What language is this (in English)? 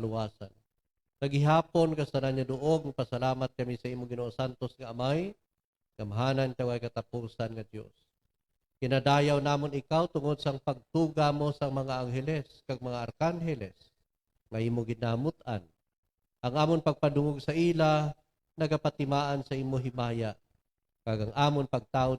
Hiligaynon